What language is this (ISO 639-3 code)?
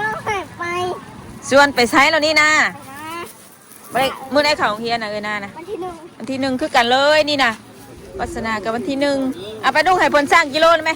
tts